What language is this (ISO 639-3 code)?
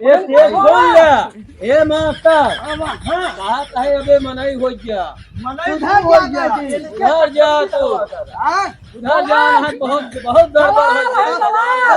awa